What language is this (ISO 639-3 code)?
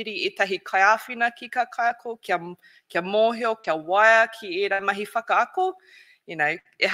mri